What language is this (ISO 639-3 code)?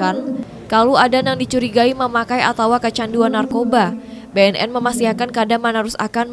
bjn